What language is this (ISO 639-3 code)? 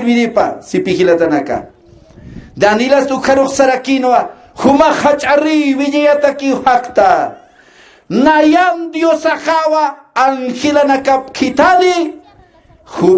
aym